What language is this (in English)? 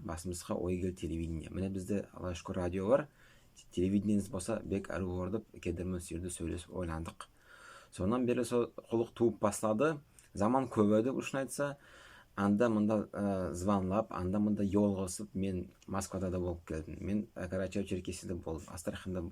Nogai